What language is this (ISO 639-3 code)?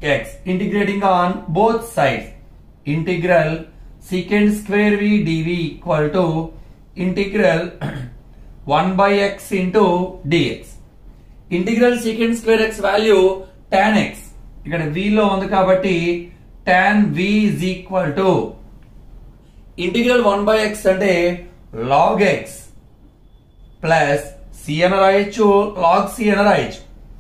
tel